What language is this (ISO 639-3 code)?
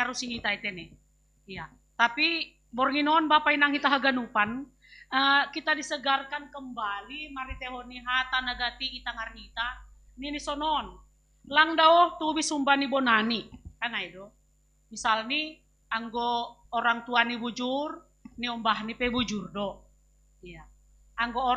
bts